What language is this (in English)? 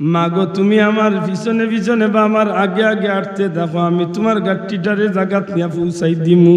Sylheti